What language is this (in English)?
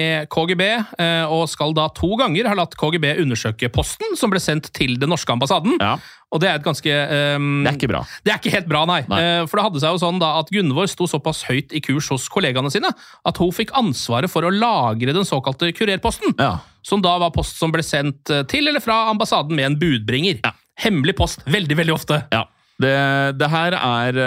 Norwegian